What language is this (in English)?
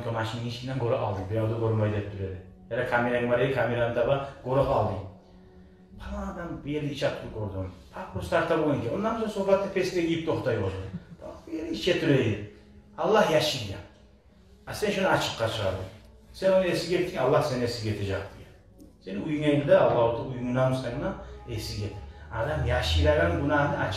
Kumyk